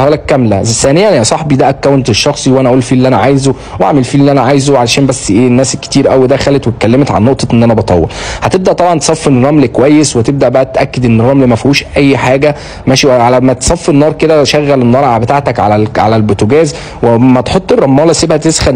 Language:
Egyptian Arabic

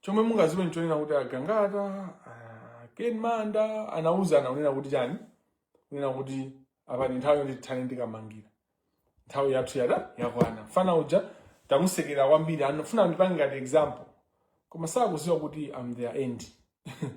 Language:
Nyanja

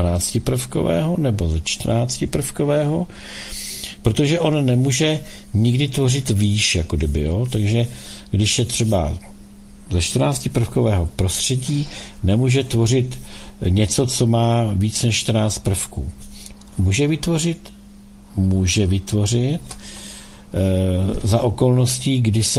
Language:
Czech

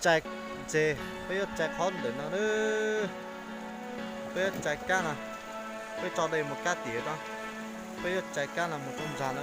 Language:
Hmong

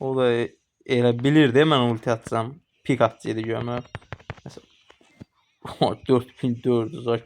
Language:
Azerbaijani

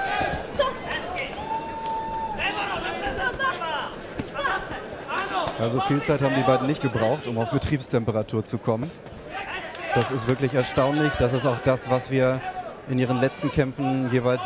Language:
German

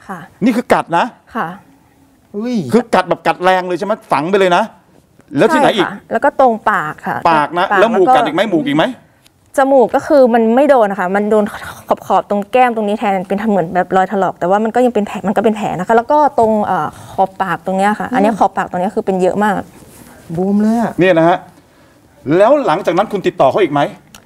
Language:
Thai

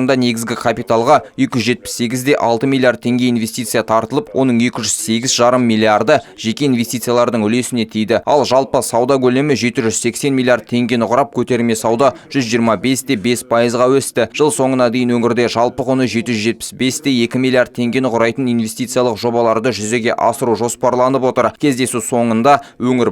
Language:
Kazakh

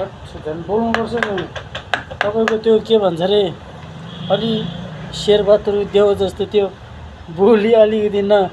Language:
Nepali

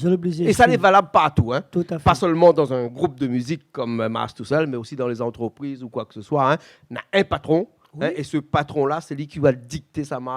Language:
Réunion Creole French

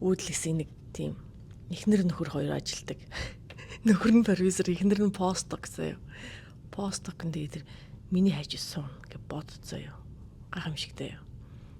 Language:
Mongolian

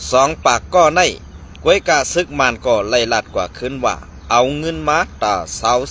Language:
Shan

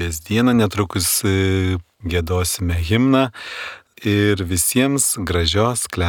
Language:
Lithuanian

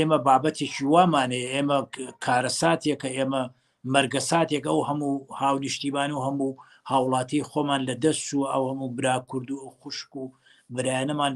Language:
Central Kurdish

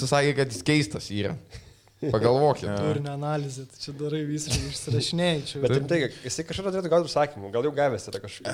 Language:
Lithuanian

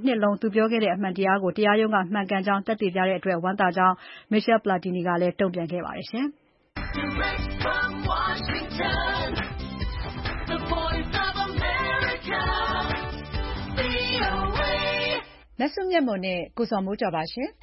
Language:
Burmese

